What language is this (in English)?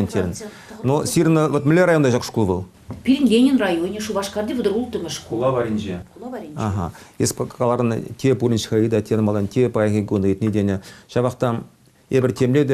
Chuvash